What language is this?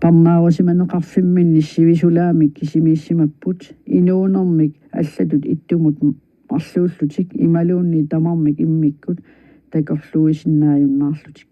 Kalaallisut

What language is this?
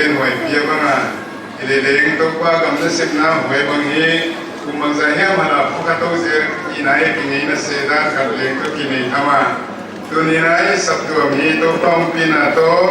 Paite Chin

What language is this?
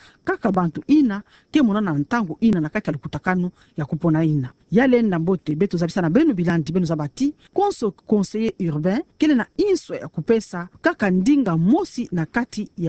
Kituba (Democratic Republic of Congo)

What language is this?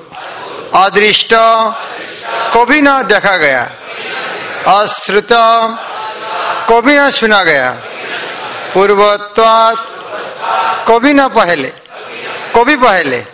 Hindi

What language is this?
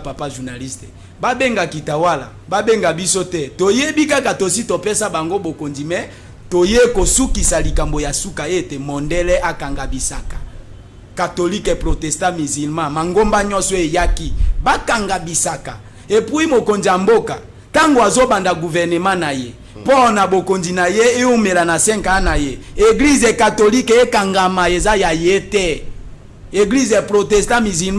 Lingala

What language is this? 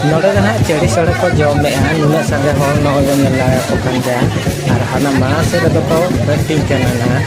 Santali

